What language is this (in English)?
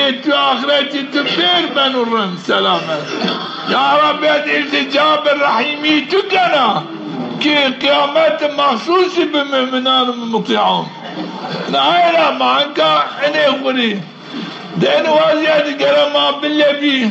Zaza